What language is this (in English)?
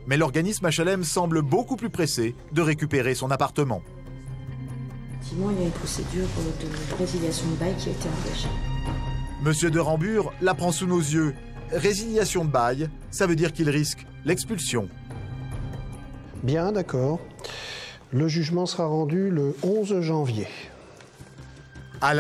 French